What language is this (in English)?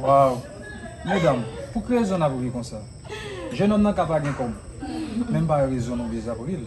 Haitian Creole